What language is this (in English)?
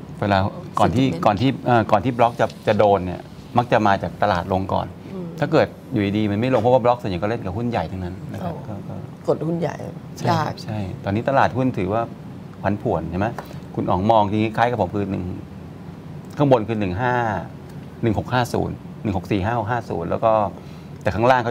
Thai